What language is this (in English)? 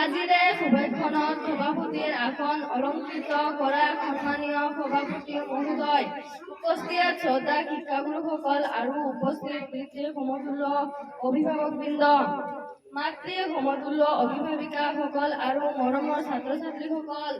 Assamese